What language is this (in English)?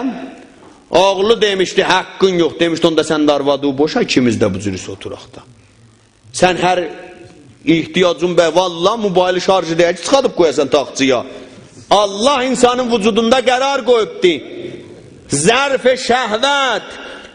South Azerbaijani